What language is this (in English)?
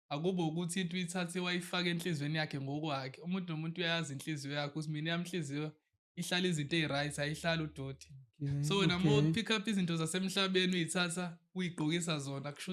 Zulu